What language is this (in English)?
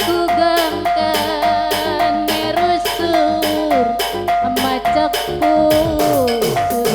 Batak Karo